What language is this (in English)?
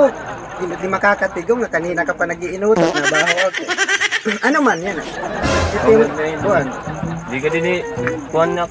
Waray